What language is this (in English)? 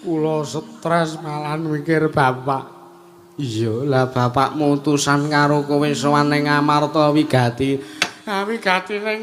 Javanese